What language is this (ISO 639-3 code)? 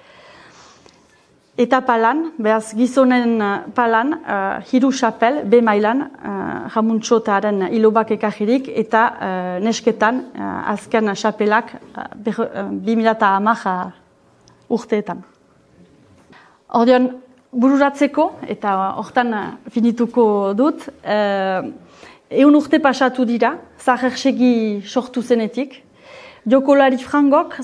eus